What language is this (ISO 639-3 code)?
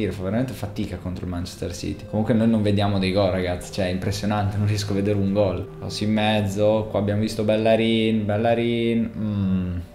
ita